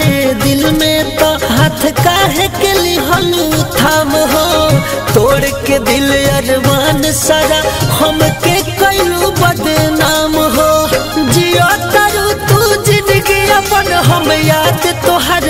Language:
Bhojpuri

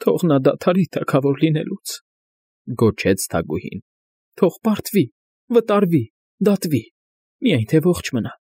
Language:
Armenian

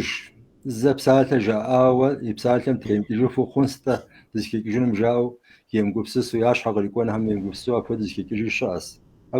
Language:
Kabardian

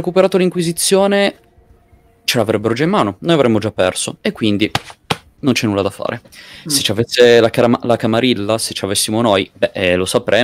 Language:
Italian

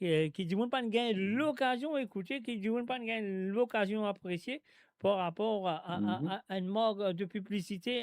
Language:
Morisyen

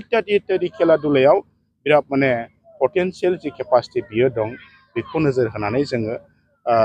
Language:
Bodo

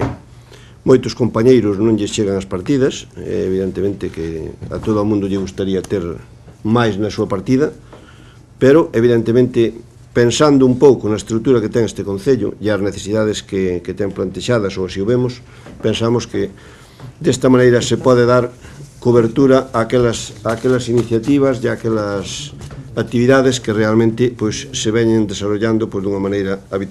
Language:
Galician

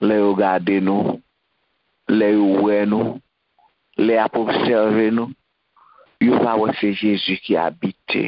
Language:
Haitian Creole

